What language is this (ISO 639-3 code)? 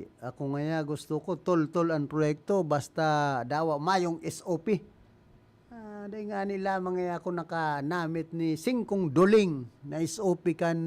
bik